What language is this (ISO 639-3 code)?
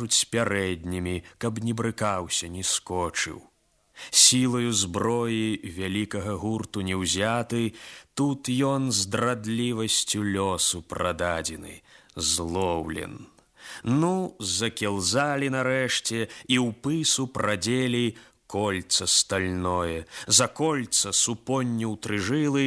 bel